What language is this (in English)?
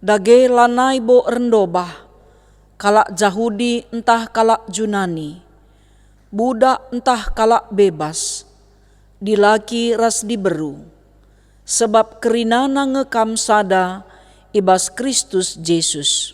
Batak Karo